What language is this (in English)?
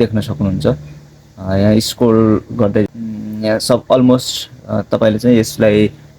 Nepali